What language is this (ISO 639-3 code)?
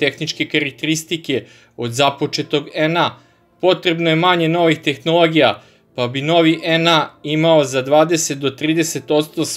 srp